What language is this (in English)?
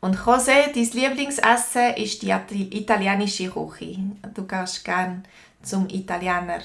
Swiss German